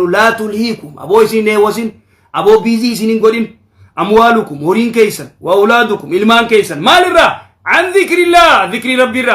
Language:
Oromo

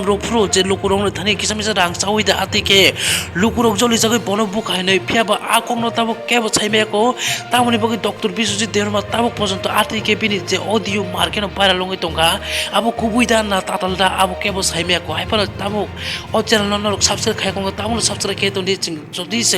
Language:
Kok Borok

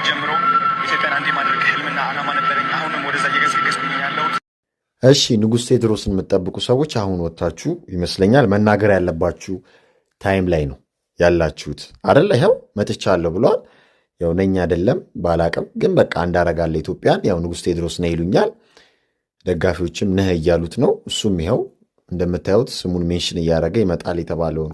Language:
Amharic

